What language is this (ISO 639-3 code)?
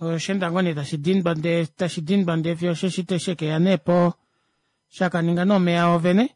kua